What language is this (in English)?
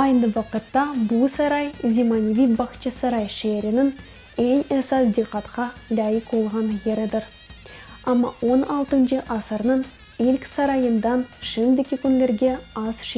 Crimean Tatar